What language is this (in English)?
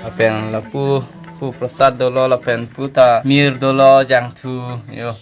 Karbi